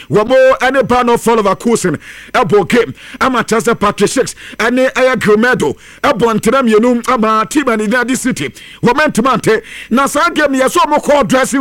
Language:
Akan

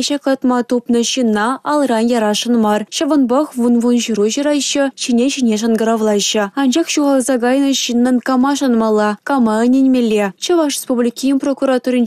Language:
Chuvash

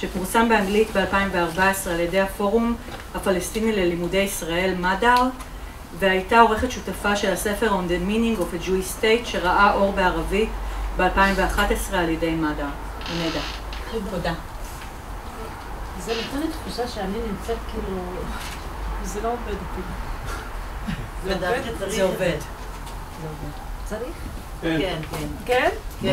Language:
Hebrew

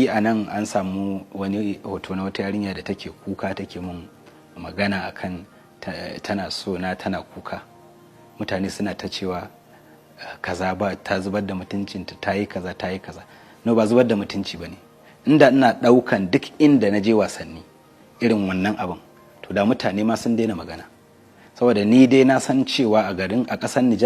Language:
Hausa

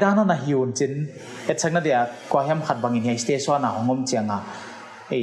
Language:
Paite Chin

